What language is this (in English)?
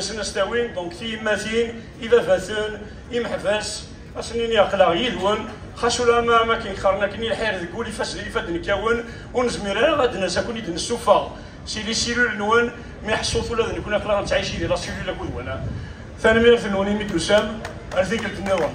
Kabyle